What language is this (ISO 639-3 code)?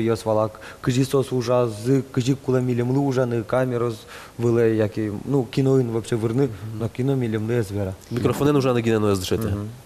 udm